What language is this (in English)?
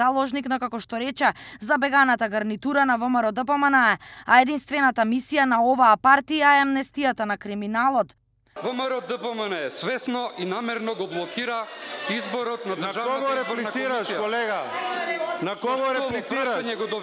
Macedonian